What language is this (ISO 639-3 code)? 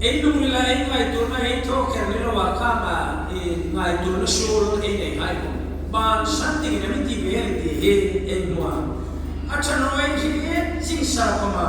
hmr